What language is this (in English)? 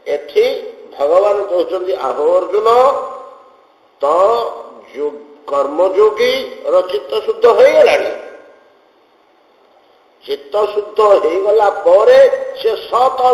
Odia